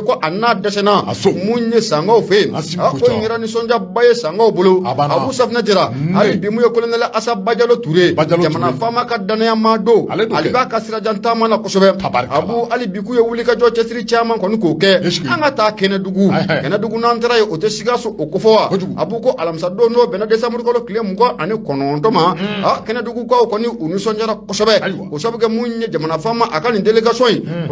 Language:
Bambara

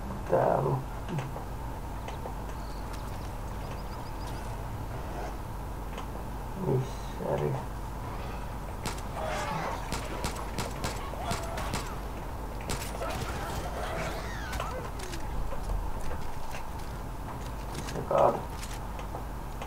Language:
Finnish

